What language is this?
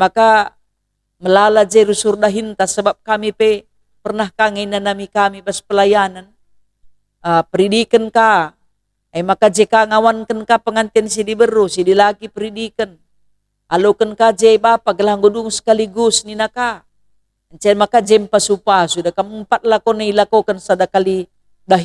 Batak Karo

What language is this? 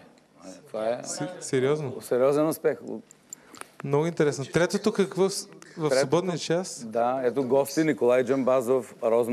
Bulgarian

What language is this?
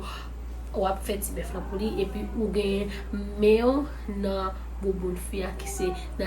Haitian Creole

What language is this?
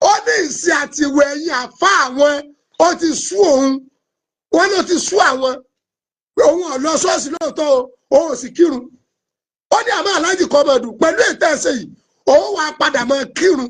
Yoruba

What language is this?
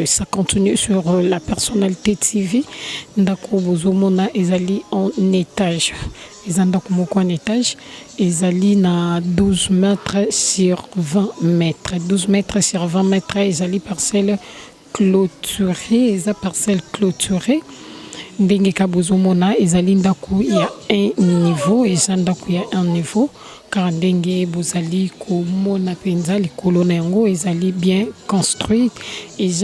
Lingala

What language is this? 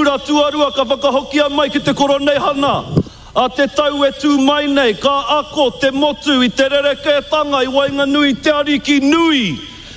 Māori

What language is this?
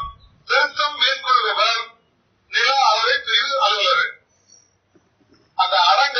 Tamil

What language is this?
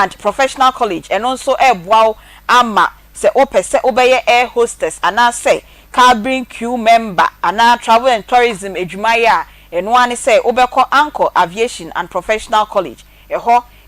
Akan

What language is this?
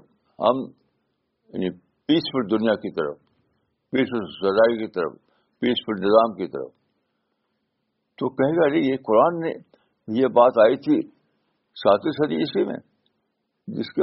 Urdu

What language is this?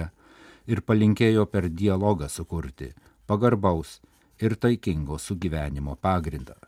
Lithuanian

